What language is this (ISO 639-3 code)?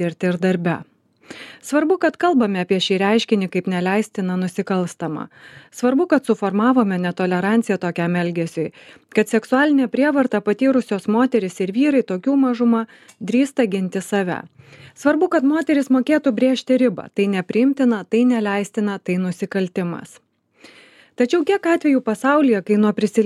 lit